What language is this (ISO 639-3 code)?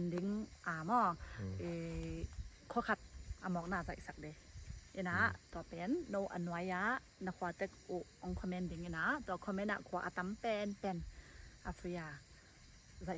ctd